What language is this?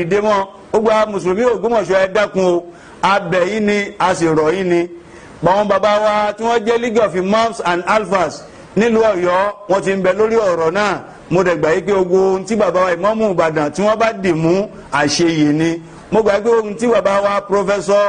Yoruba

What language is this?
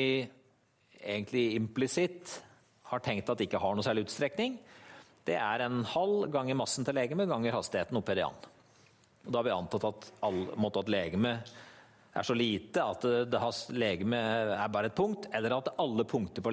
Norwegian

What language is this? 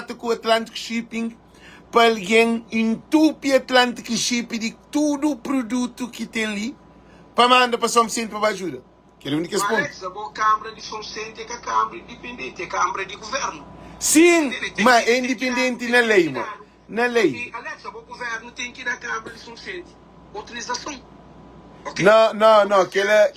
Kabuverdianu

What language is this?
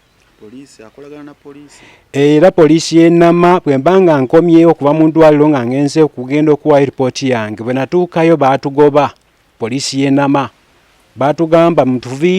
Ganda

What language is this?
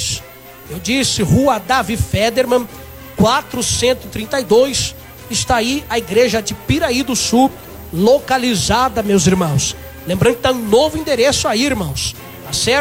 Portuguese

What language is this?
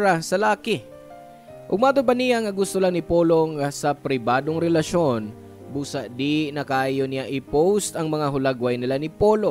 Cebuano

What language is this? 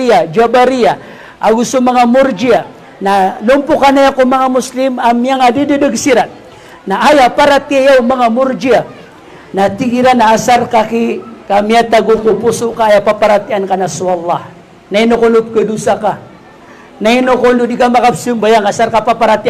Maranao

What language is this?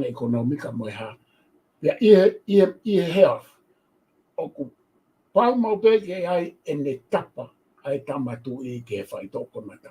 Tongan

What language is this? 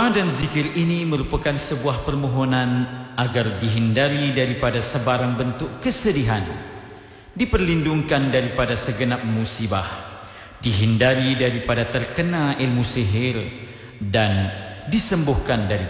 Malay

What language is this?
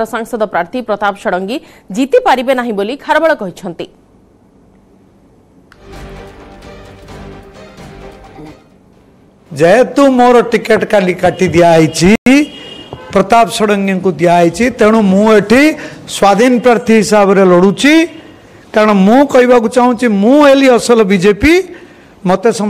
Odia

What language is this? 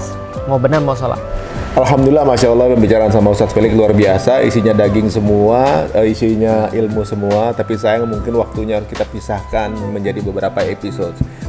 Indonesian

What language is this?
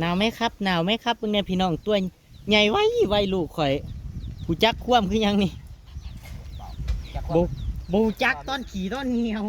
Northeastern Thai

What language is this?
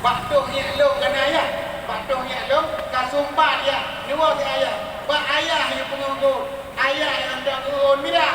Achinese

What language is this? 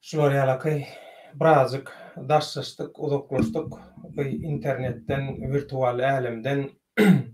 Turkmen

